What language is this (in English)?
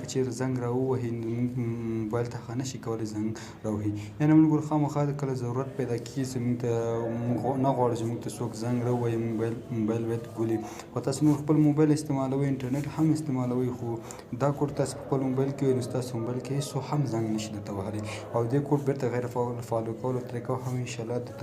Pashto